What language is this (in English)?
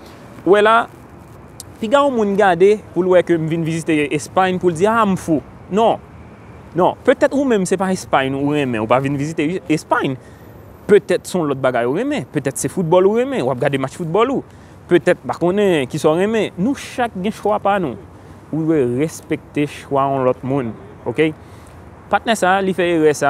Haitian Creole